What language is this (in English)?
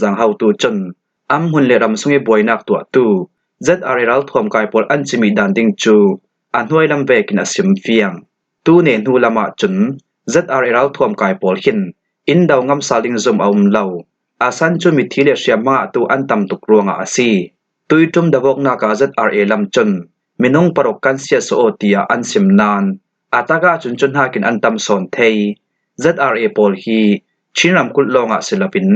Falam Chin